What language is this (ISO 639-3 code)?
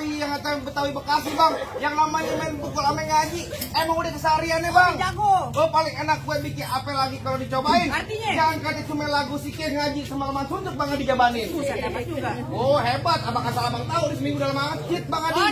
bew